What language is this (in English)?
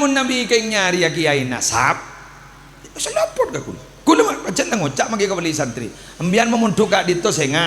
Madurese